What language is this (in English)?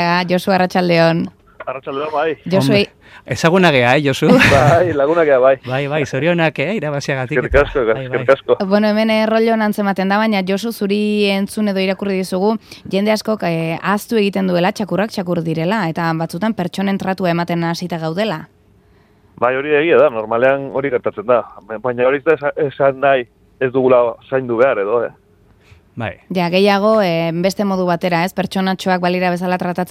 Basque